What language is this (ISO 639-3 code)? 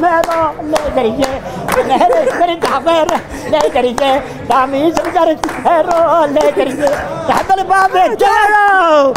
zza